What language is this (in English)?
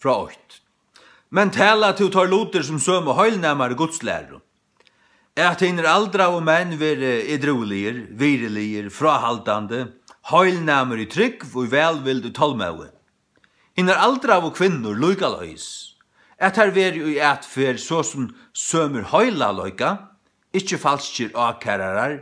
Faroese